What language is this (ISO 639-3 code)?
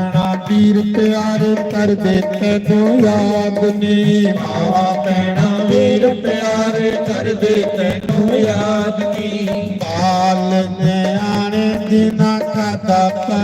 doi